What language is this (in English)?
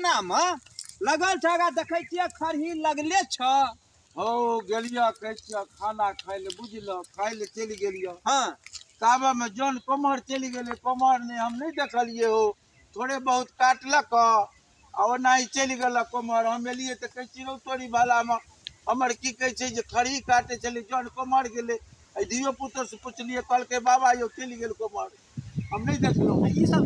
Maithili